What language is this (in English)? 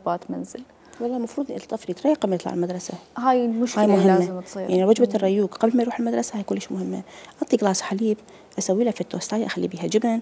Mesopotamian Arabic